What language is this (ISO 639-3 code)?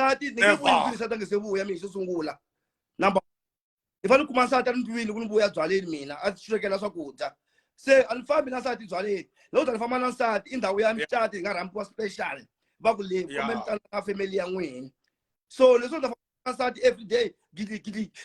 tso